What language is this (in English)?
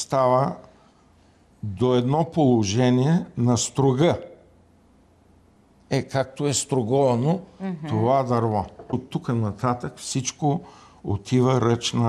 Bulgarian